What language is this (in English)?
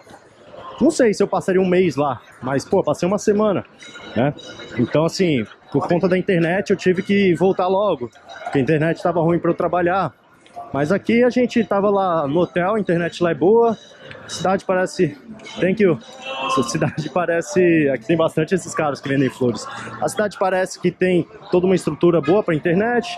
Portuguese